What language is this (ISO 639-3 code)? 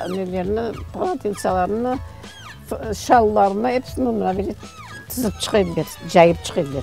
crh